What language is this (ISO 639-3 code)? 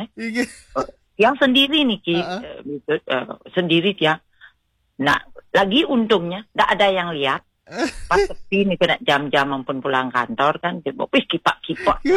ban